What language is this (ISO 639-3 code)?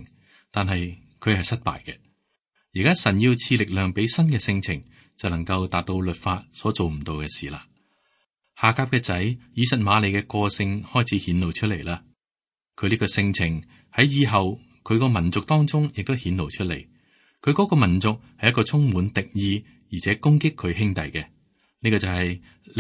yue